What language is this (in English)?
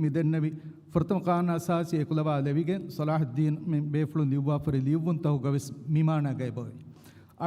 Divehi